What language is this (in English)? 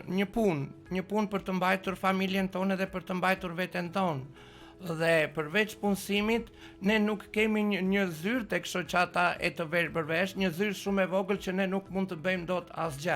Albanian